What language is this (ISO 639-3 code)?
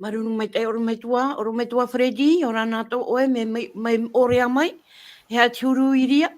tah